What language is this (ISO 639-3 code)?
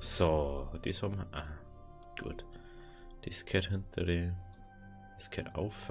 bar